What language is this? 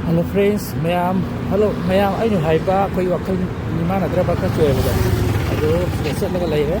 Manipuri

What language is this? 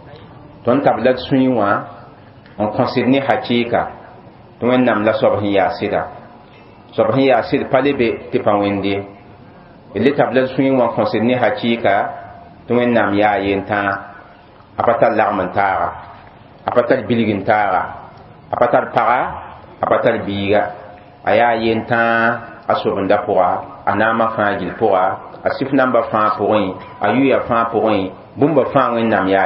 Mossi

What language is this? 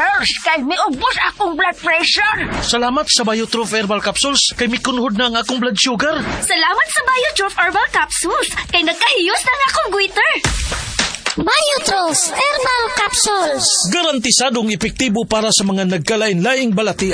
Cebuano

